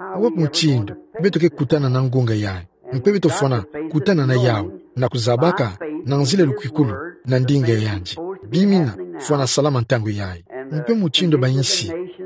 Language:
Kituba (Democratic Republic of Congo)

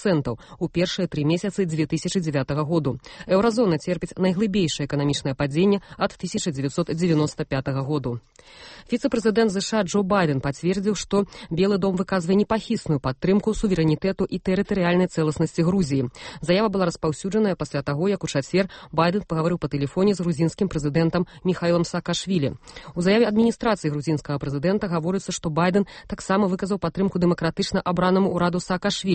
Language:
Belarusian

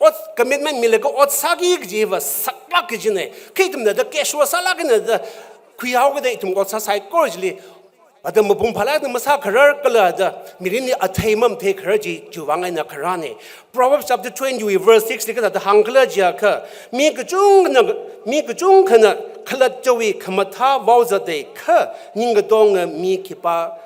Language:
Tangkhul Naga (India)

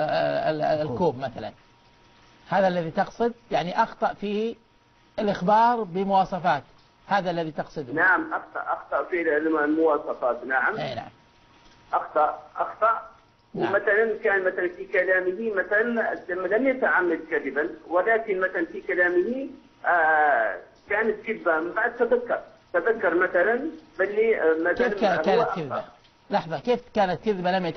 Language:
Arabic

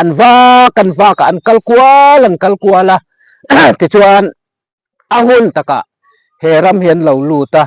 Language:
Mizo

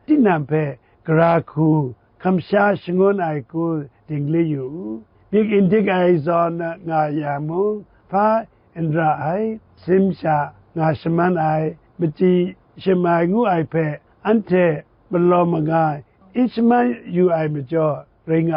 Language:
Kachin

